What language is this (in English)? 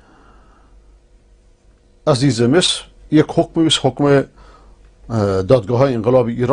Persian